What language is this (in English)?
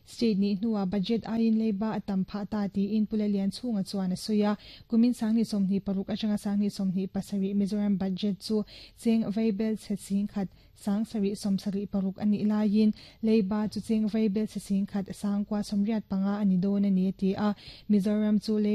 Mizo